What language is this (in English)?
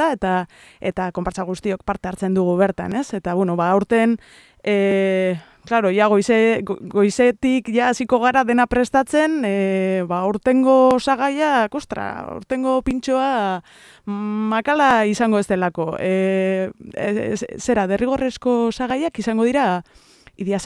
Basque